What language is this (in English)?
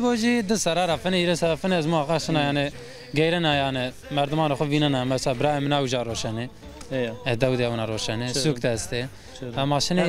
Zaza